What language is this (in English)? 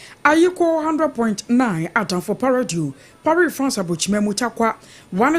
Akan